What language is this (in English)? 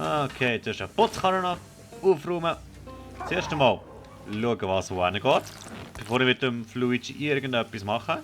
Swiss German